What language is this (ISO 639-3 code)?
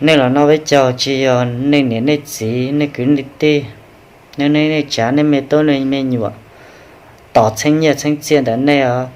hmn